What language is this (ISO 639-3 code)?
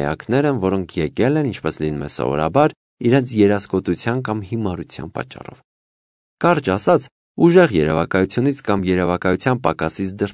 hye